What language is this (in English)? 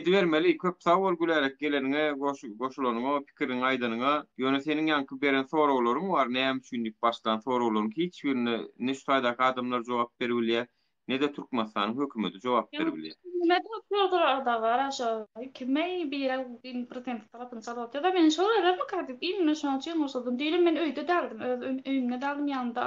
Turkmen